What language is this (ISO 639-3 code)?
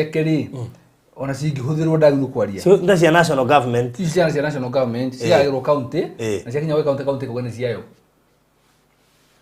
kik